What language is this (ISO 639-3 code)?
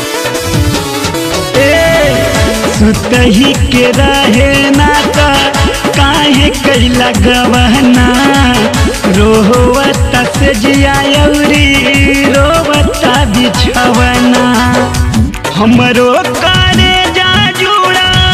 bho